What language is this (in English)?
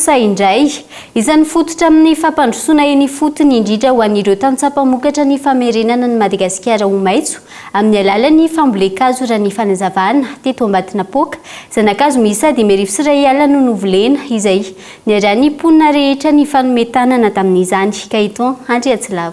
Malagasy